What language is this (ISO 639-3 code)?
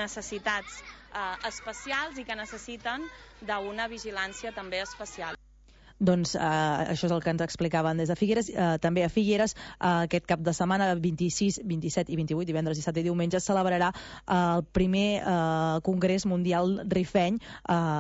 cat